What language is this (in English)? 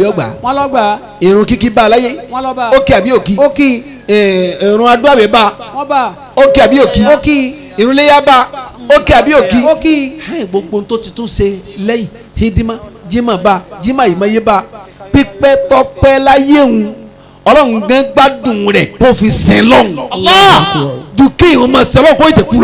Yoruba